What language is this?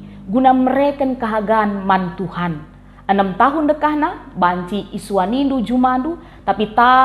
Batak Karo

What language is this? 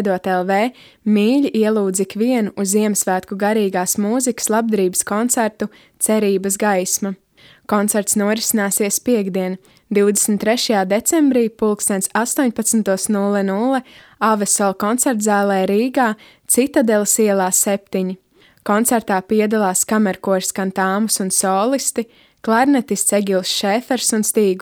Latvian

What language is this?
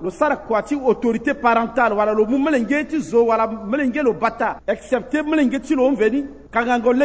Sango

